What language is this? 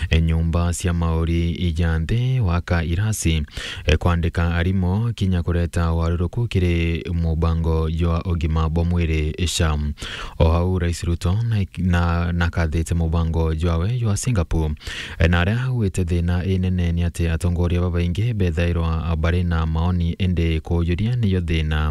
Meru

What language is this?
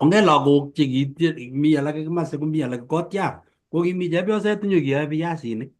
Kalenjin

